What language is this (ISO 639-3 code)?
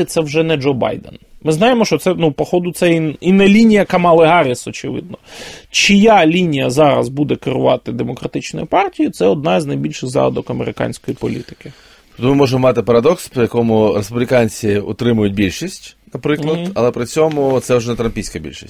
ukr